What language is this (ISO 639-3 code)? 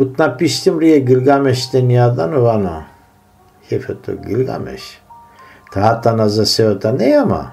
zza